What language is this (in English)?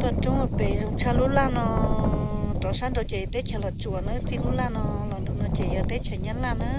Hmong